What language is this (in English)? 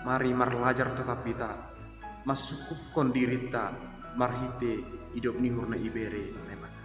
Batak Simalungun